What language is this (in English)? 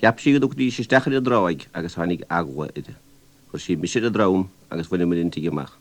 Irish